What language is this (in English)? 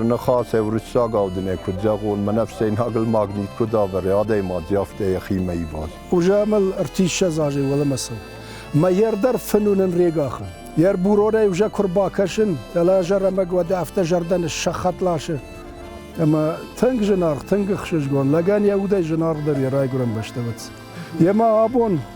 Ossetic